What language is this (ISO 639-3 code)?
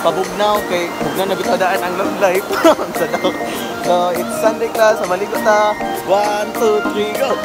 ceb